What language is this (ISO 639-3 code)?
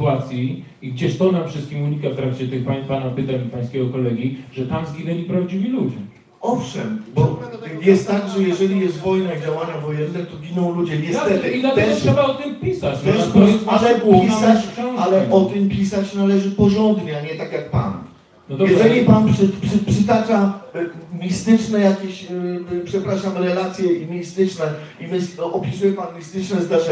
pol